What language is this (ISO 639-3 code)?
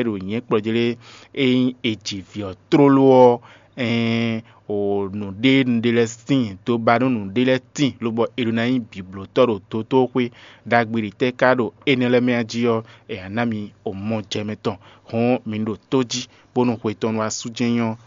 fon